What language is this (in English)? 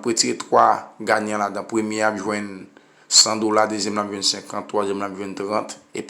Haitian Creole